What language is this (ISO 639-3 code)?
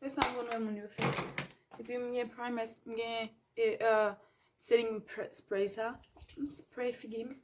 hat